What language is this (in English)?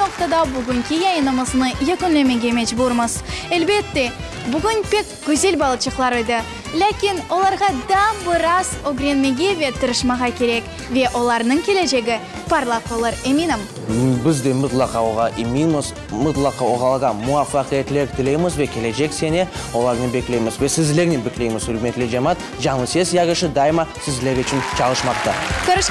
Crimean Tatar